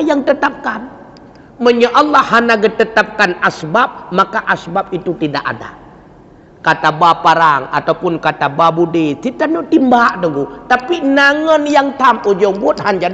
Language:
Achinese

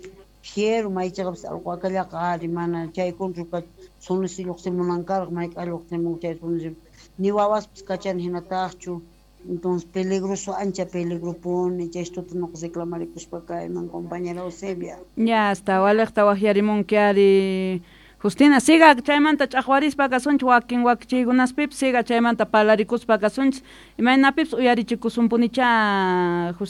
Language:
Quechua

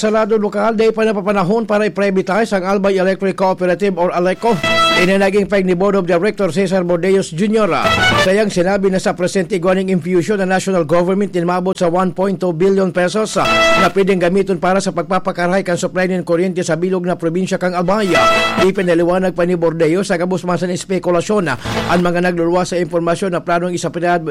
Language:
Bikol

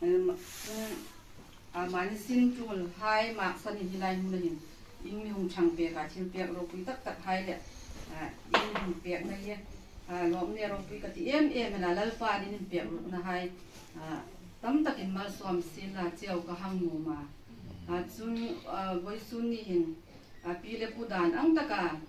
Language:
Hmar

